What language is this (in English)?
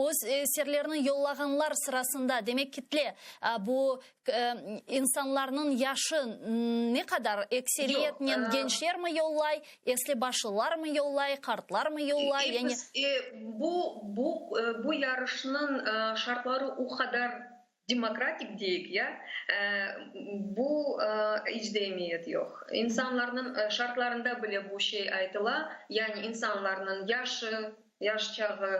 Crimean Tatar